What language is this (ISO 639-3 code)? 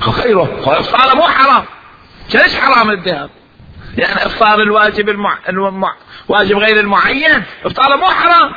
acm